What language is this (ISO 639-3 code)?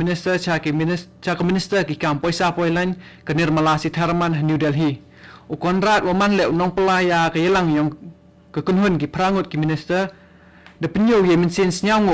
kha